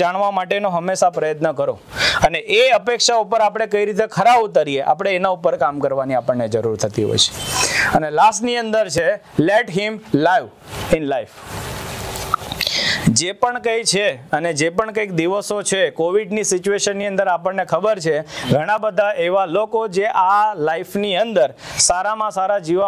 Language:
Gujarati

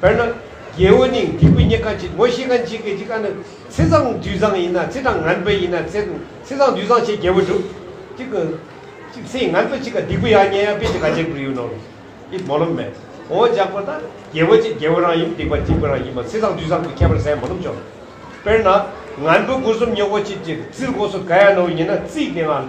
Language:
Tibetan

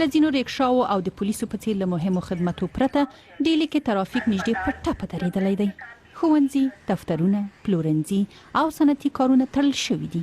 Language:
Pashto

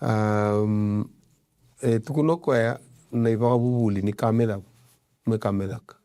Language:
Fijian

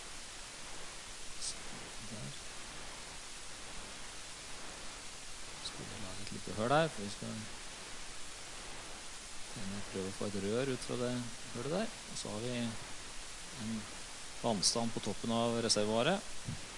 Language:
Norwegian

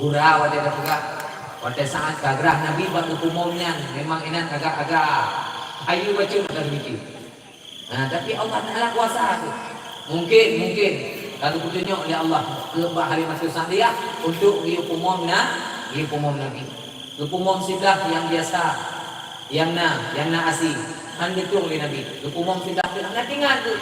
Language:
Achinese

